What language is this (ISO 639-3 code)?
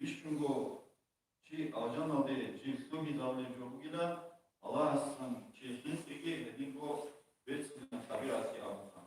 ava